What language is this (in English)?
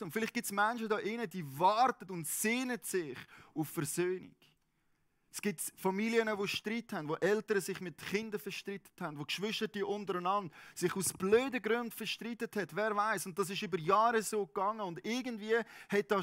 Swiss German